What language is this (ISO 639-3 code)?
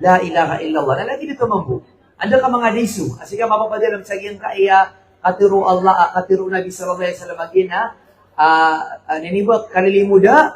mrw